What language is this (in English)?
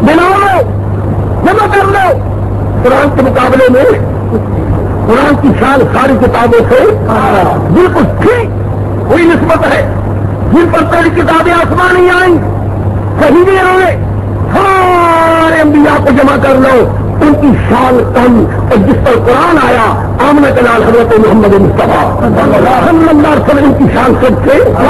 Urdu